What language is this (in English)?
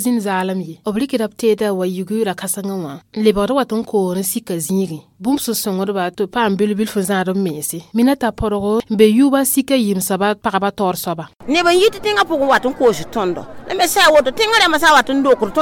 Mossi